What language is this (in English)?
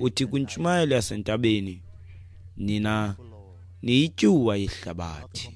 Xhosa